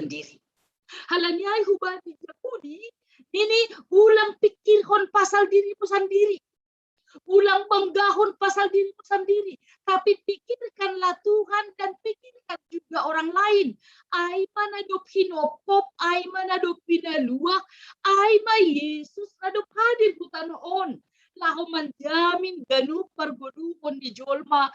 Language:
Batak Simalungun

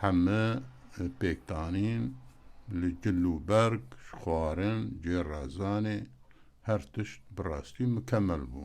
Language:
Kurdish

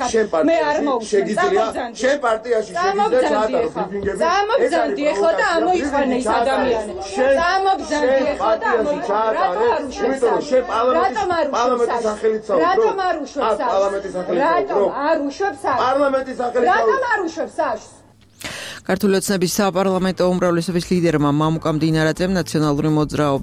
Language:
Georgian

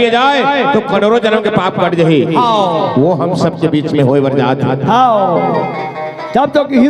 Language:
Chhattisgarhi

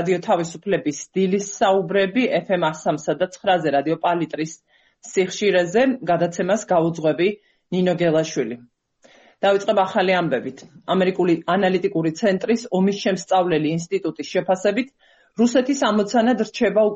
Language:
Georgian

